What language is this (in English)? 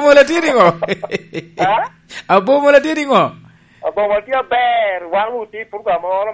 Lango (Uganda)